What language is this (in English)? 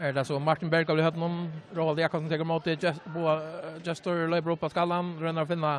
Faroese